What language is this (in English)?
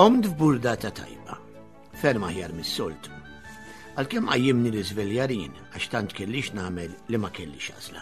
Maltese